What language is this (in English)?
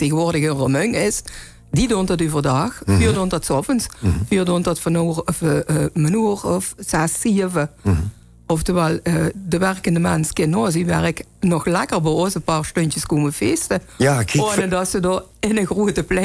Limburgish